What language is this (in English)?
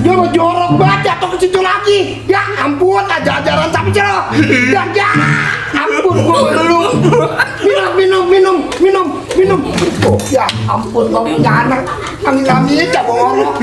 Betawi